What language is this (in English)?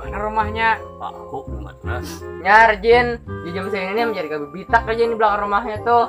Banjar